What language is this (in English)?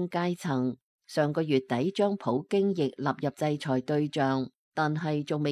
Cantonese